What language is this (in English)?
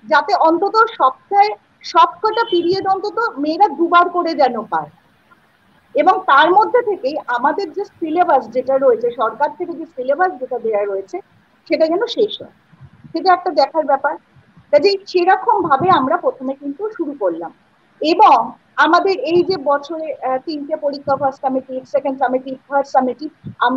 Bangla